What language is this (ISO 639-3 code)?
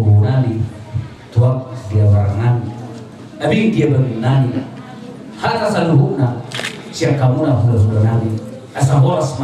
bbc